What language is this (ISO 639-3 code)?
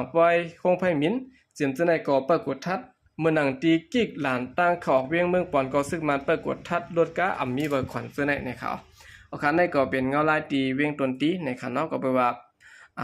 shn